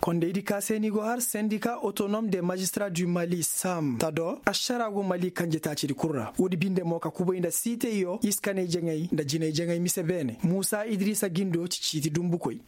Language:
Koyraboro Senni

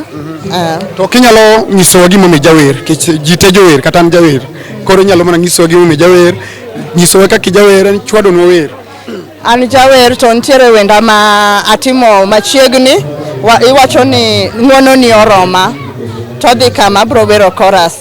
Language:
Luo (Kenya and Tanzania)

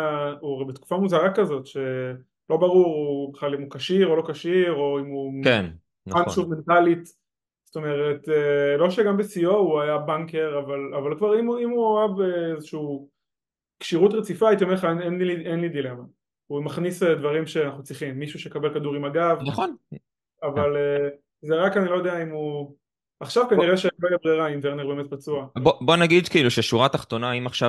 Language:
Hebrew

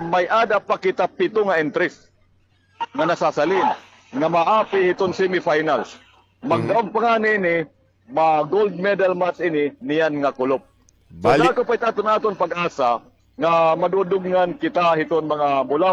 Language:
Waray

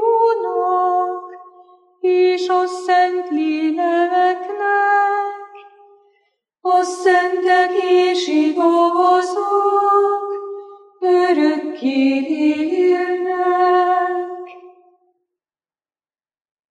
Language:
Hungarian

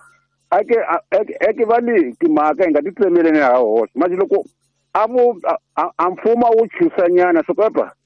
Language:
Tsonga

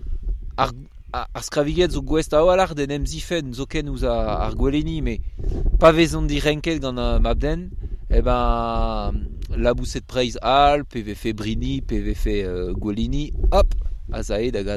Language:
Breton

